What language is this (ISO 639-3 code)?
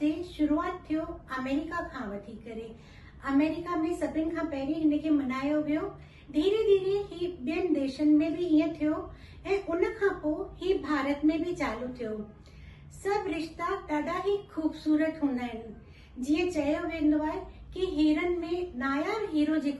snd